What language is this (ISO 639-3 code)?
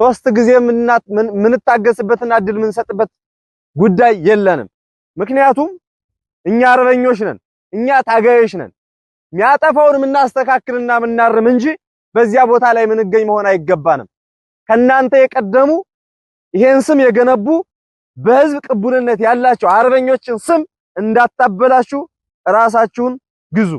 amh